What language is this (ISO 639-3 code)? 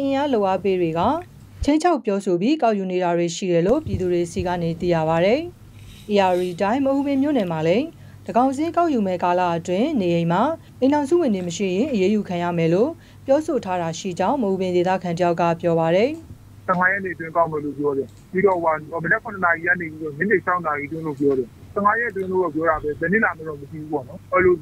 mya